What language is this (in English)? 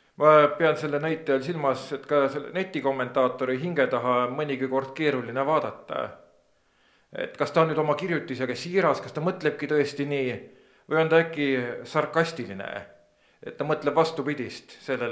Estonian